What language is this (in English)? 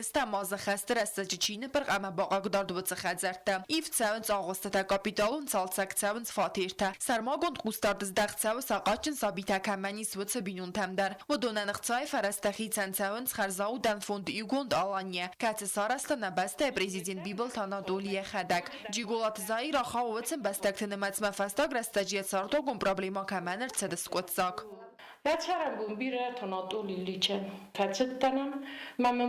Ossetic